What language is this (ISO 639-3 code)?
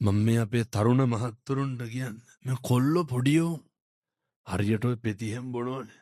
sin